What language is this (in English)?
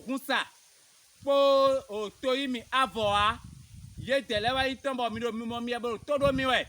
Fon